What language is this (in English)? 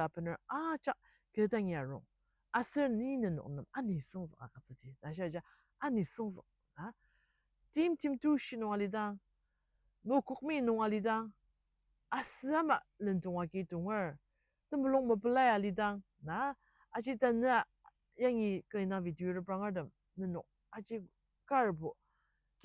Ao Naga